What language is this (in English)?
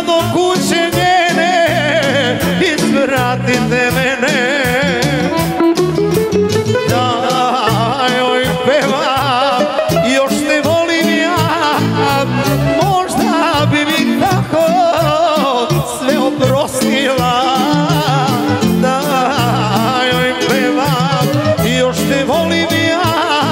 Serbian